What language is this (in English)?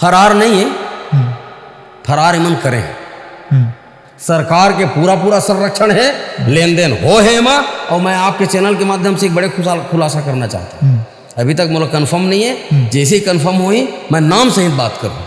Chhattisgarhi